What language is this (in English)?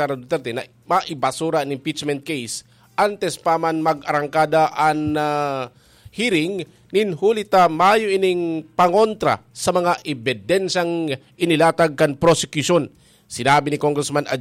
Bikol